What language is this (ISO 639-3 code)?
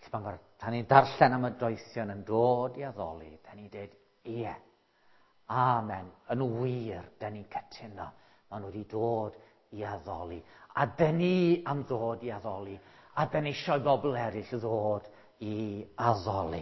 cym